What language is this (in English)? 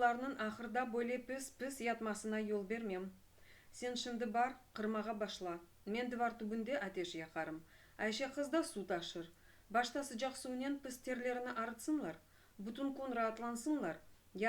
Crimean Tatar